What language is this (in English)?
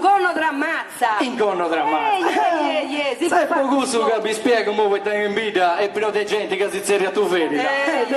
Sardinian